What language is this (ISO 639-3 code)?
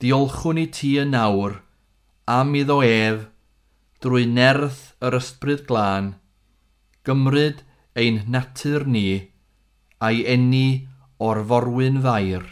cym